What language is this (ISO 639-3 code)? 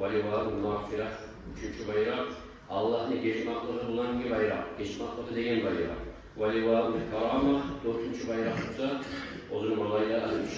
kum